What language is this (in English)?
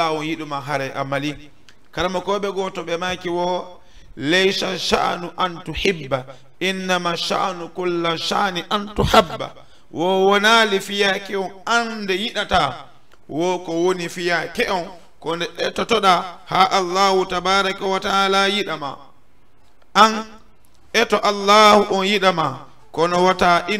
Fula